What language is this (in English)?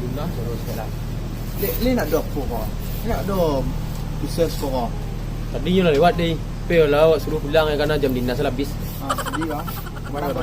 Minangkabau